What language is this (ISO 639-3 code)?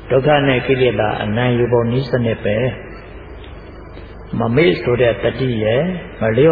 mya